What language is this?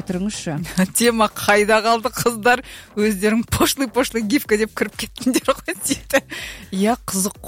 Kazakh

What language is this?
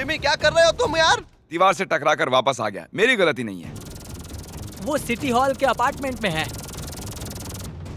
Hindi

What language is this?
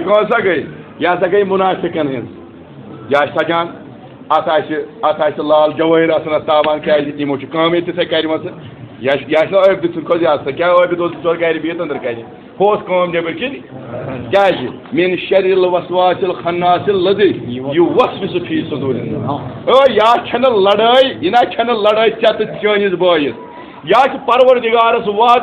Kashmiri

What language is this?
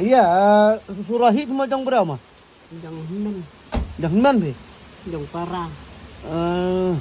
Khasi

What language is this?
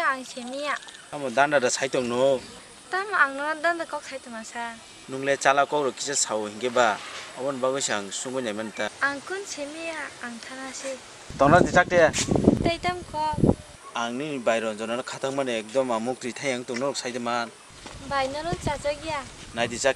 Kok Borok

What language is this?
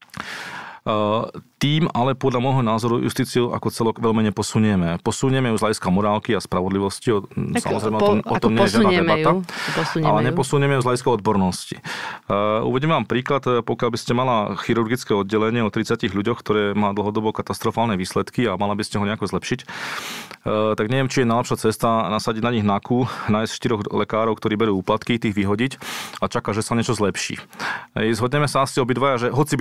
Slovak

